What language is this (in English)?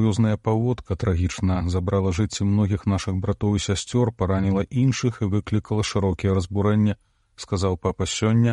Belarusian